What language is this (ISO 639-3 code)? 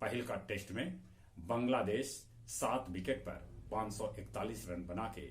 mag